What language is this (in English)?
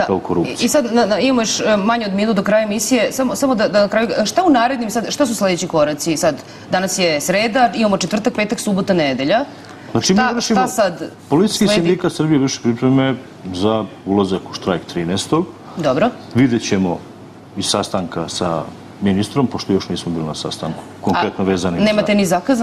Serbian